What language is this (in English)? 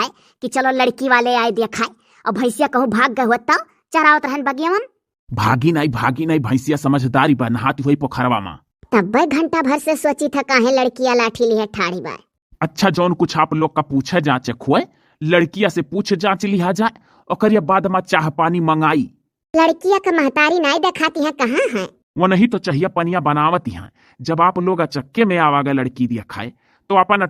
Awadhi